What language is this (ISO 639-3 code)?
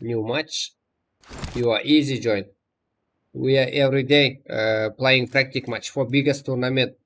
kaa